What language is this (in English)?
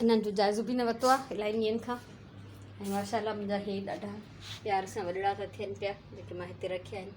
Sindhi